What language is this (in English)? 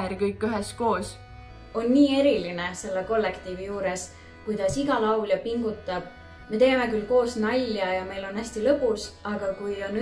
Estonian